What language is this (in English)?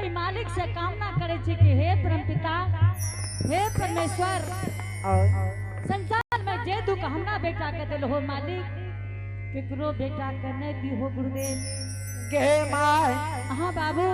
Angika